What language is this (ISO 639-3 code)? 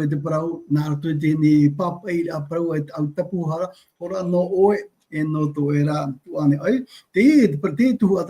tah